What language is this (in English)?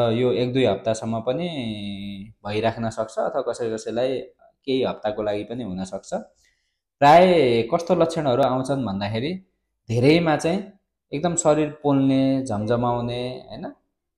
Nepali